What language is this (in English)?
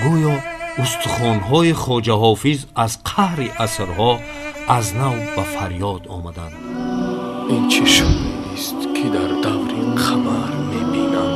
Tajik